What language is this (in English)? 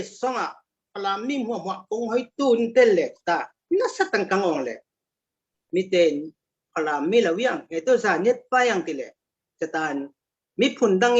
Falam Chin